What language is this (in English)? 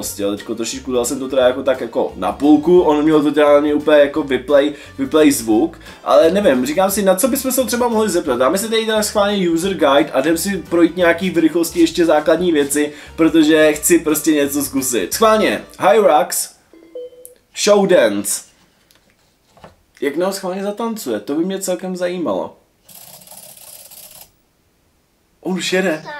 Czech